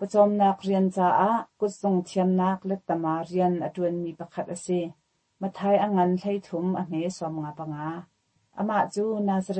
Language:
Hakha Chin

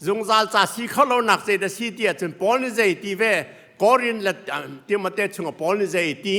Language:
Hakha Chin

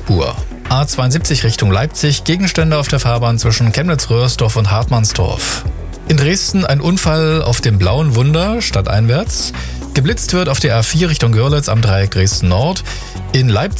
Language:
German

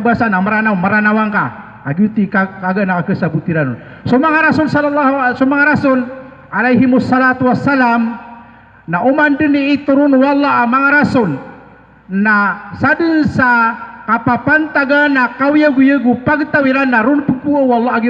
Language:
Maranao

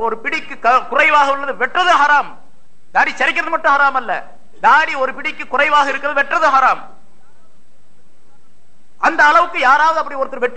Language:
Tamil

